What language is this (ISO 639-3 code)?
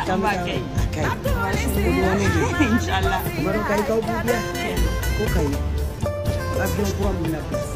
bam